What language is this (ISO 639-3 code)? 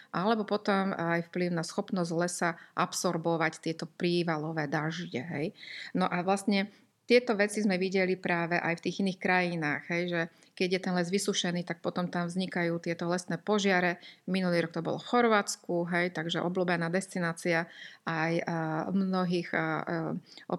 slk